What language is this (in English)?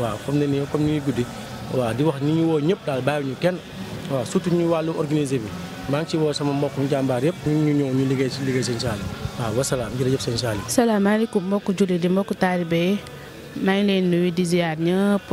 Wolof